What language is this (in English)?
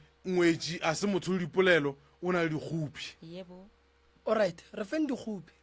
Northern Sotho